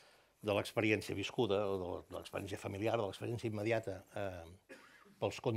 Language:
Catalan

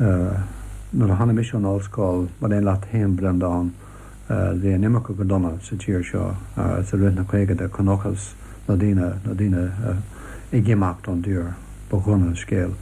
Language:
Irish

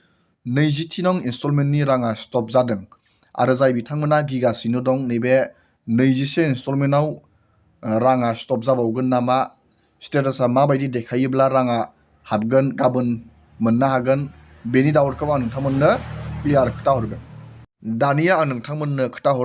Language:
Bodo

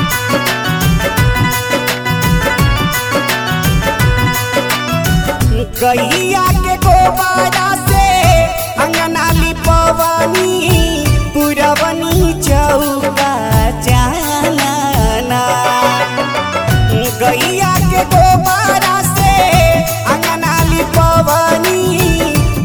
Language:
Bhojpuri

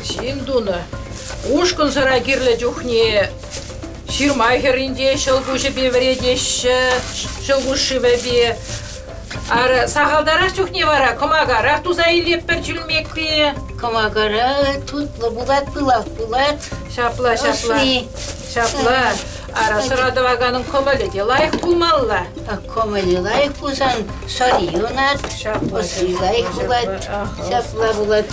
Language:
Chuvash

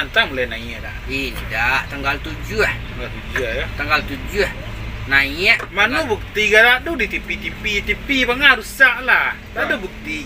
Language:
Minangkabau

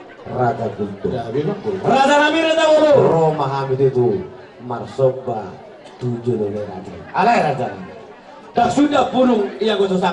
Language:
Batak Toba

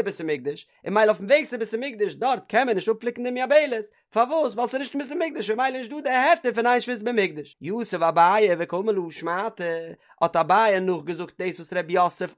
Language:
Yiddish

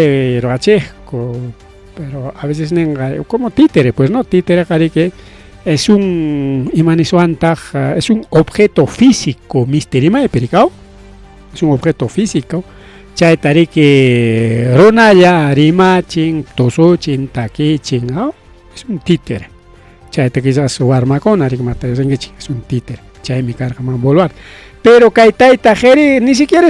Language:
Ayacucho Quechua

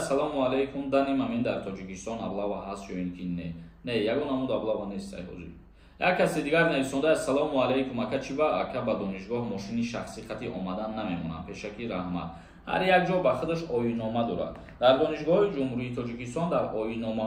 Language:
Tajik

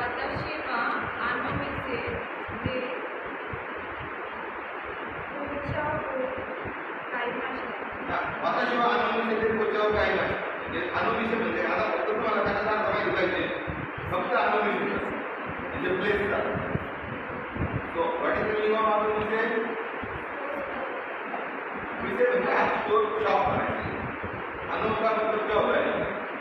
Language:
Marathi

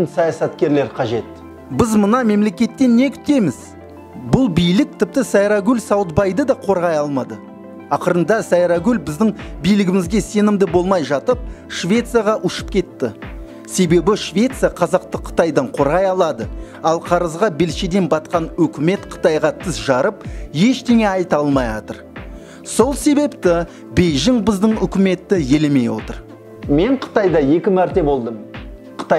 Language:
Kazakh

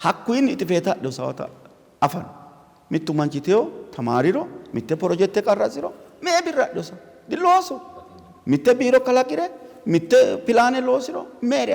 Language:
Sidamo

